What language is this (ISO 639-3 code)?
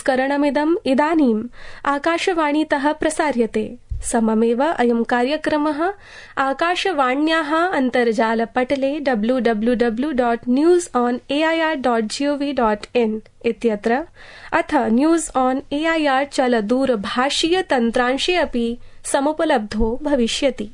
san